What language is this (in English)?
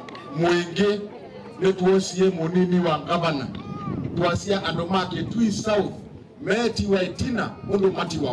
Kamba